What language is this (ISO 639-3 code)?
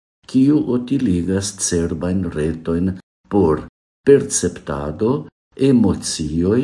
epo